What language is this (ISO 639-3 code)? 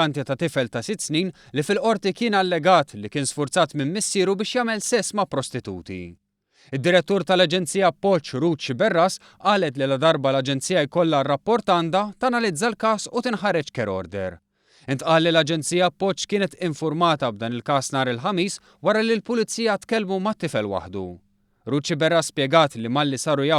mlt